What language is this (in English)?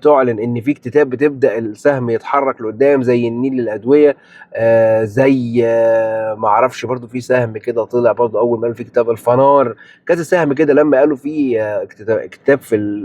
Egyptian Arabic